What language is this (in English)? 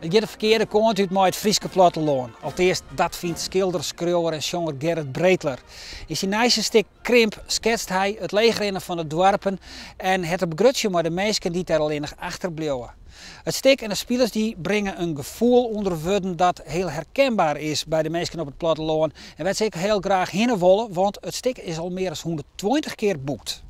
Western Frisian